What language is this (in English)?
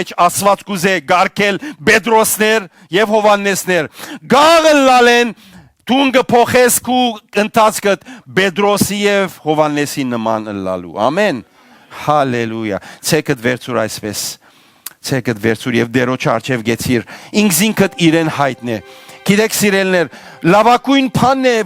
Western Armenian